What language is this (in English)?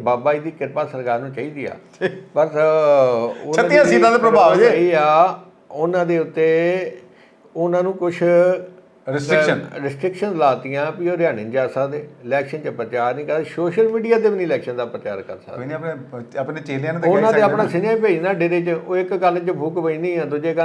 Punjabi